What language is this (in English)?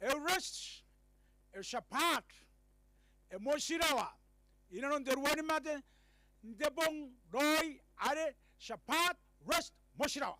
Gilbertese